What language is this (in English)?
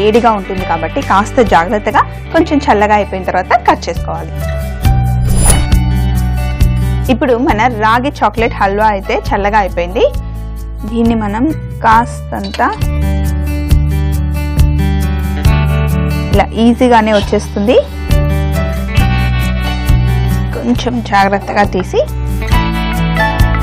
Telugu